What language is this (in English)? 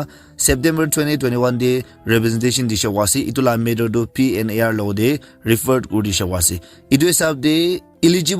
Naga Pidgin